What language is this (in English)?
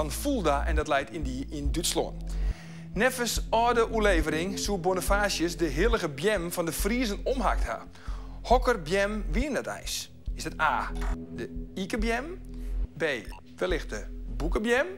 Western Frisian